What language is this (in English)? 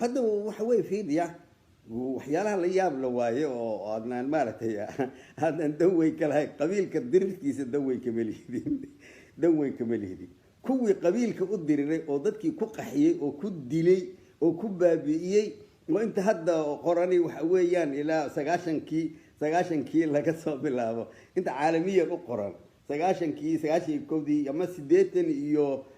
Somali